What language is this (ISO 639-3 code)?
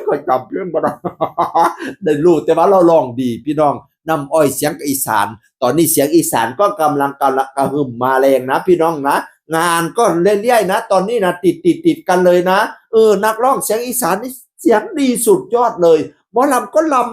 tts